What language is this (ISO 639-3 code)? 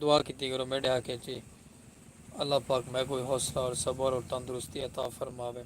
skr